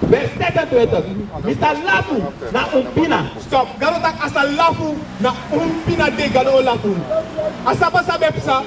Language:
Sranan Tongo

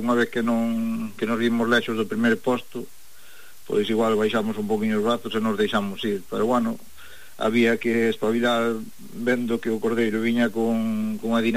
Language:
Galician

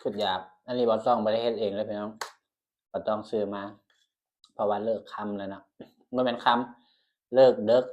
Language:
Northeastern Thai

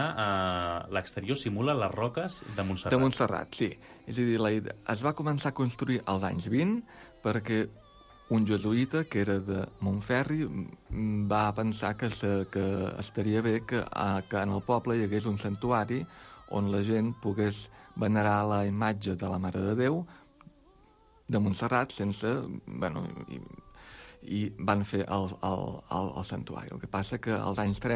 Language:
Catalan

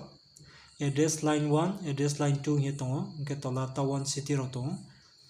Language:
Riang (India)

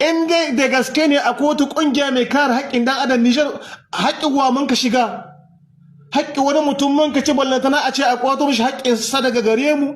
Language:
Hausa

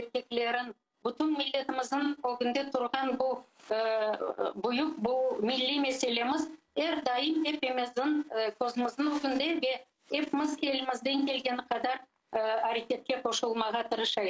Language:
Crimean Tatar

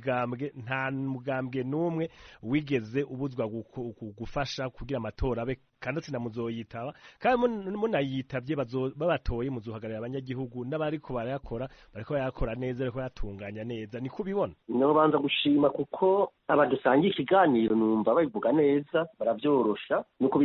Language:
Rundi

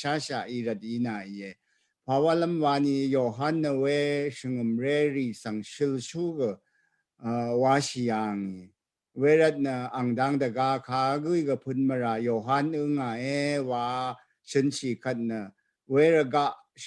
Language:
Rawang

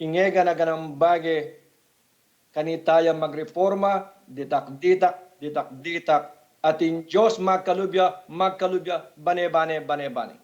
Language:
Pampanga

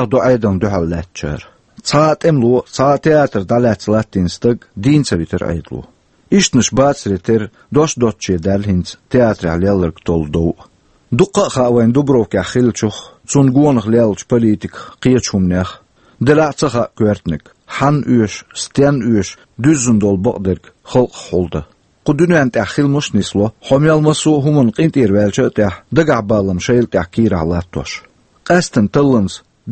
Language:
Chechen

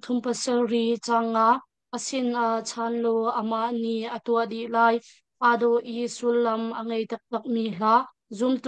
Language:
Hakha Chin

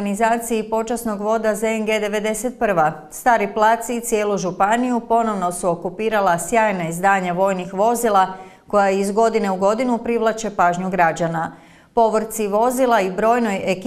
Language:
Croatian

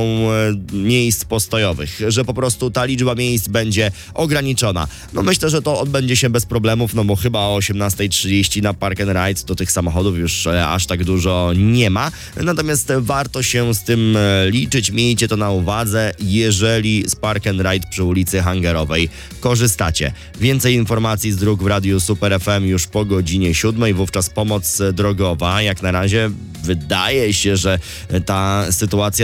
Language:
Polish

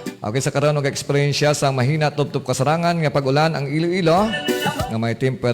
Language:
Hiligaynon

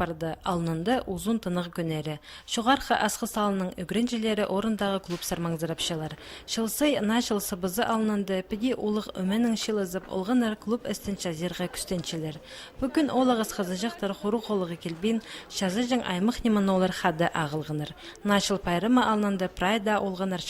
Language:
Khakas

